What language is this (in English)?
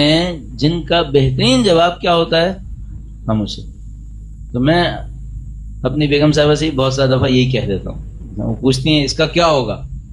Urdu